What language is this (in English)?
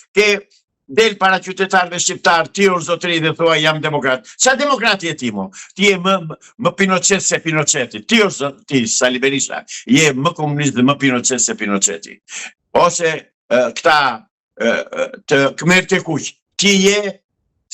Albanian